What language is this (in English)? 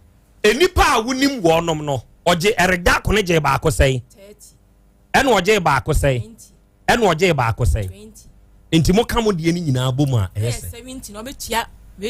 Akan